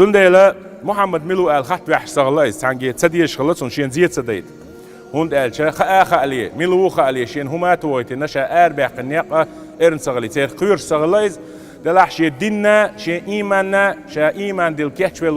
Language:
Chechen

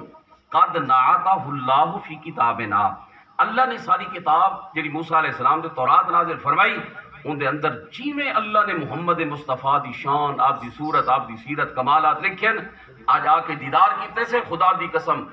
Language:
Saraiki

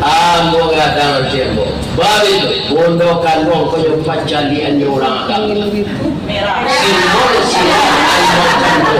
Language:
Minangkabau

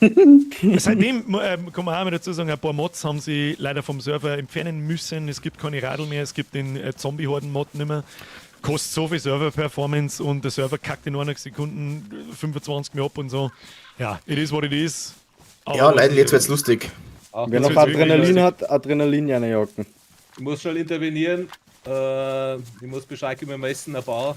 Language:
Bavarian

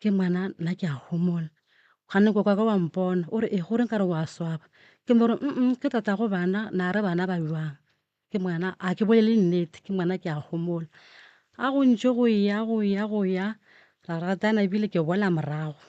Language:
Northern Sotho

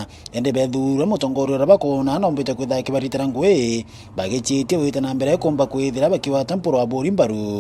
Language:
Meru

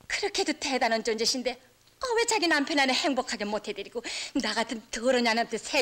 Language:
Korean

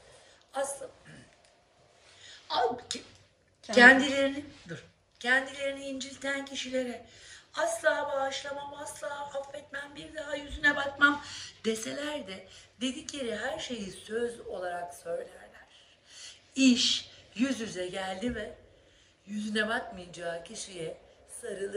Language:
Turkish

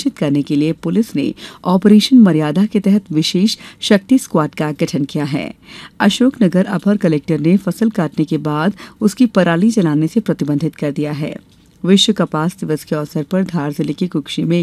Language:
Hindi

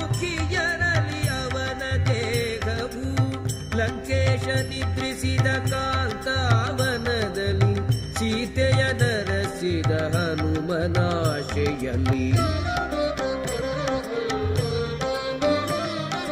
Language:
Kannada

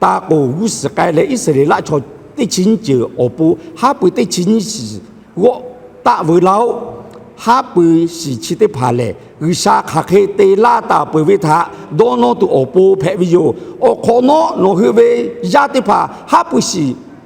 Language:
Lahu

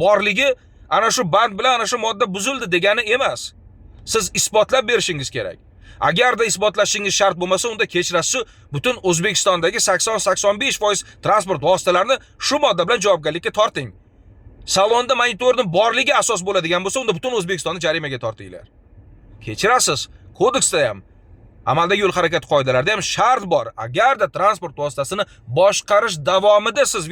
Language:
Uzbek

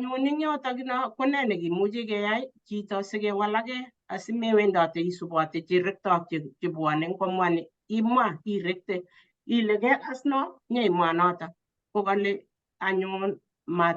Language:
Kalenjin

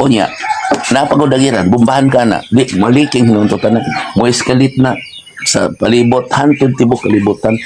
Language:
Cebuano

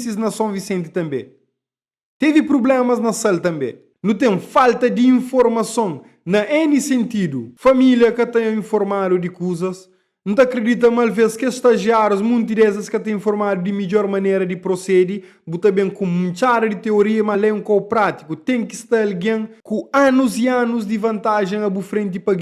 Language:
Kabuverdianu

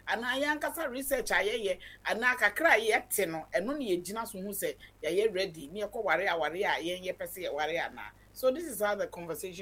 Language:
Akan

